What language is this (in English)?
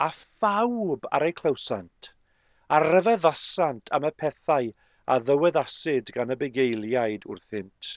Welsh